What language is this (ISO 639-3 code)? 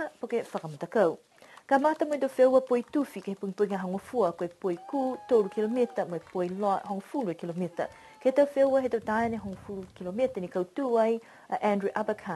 niu